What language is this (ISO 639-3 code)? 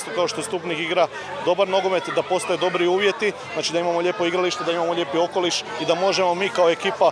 hrv